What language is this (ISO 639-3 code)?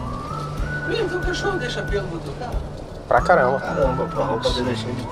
por